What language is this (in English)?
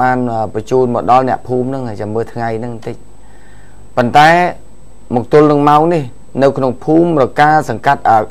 Khmer